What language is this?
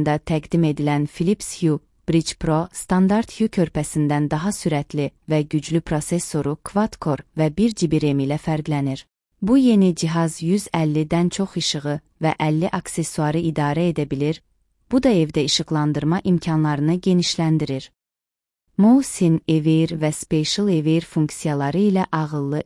Azerbaijani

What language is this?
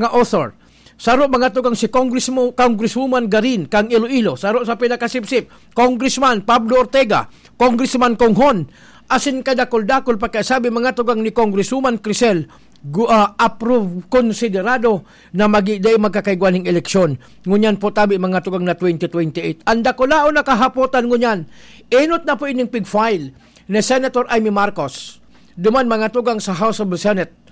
Bikol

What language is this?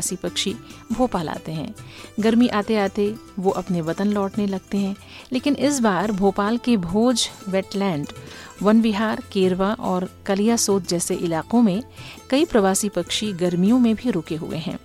Hindi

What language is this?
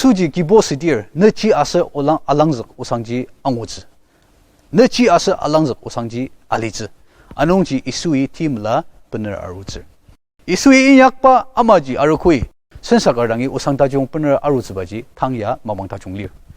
Ao Naga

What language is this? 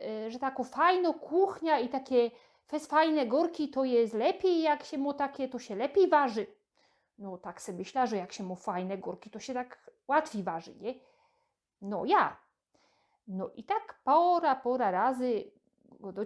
Silesian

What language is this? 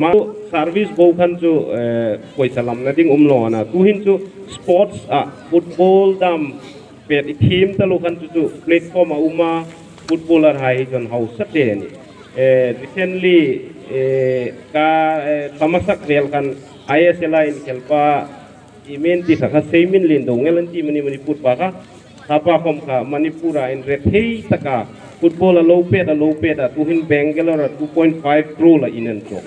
Hmar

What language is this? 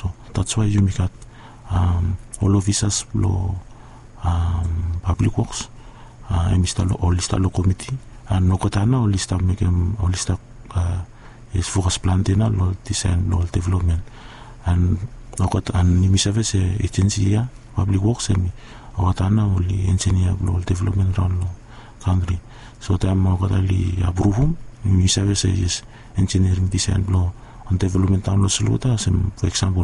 Bislama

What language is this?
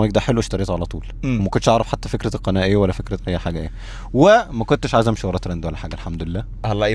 Egyptian Arabic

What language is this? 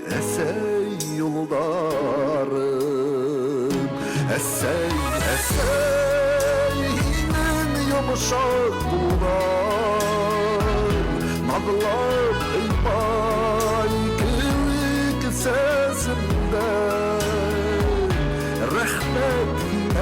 Bashkir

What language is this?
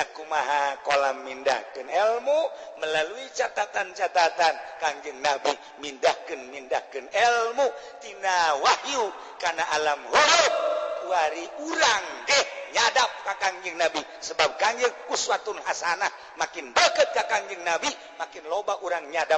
Sundanese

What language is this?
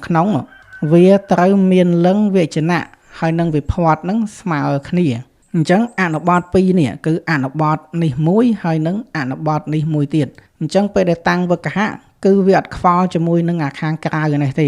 Khmer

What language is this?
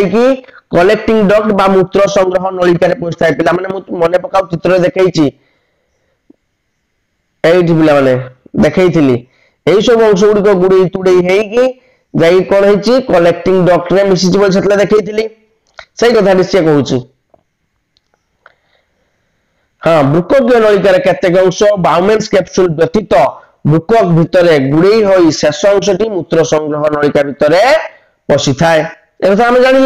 Odia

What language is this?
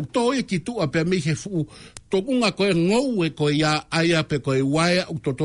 Tongan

